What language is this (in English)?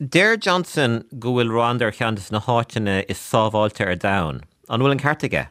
Irish